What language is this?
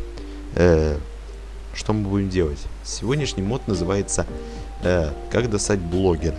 Russian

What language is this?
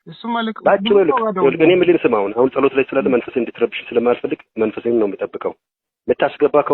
Amharic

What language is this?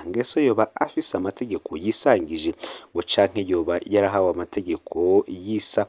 Rundi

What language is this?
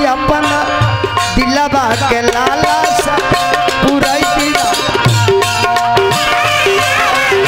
Bhojpuri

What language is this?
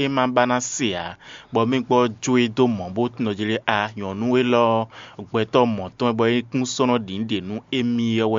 Fon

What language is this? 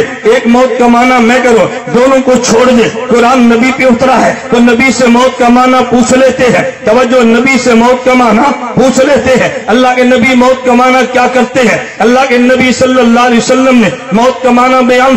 Urdu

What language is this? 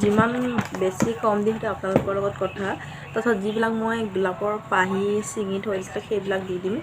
Assamese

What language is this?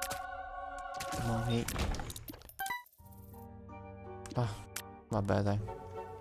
Italian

